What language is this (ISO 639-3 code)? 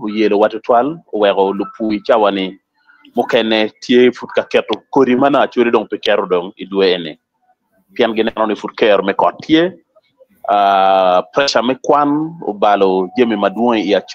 ach